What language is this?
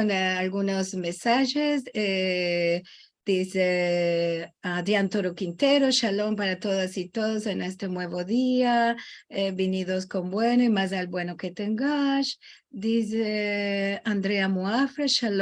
Ladino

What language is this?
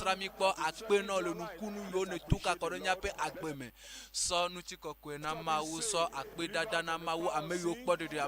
Ewe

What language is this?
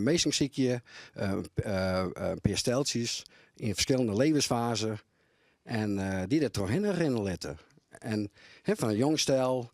Western Frisian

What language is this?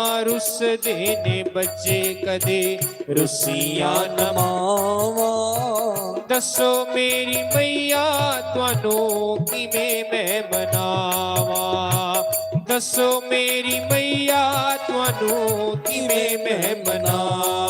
Dogri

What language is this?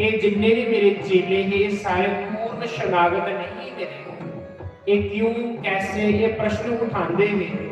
Dogri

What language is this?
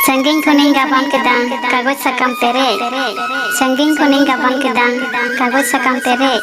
Santali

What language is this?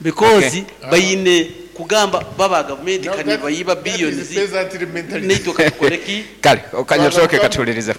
Nyankole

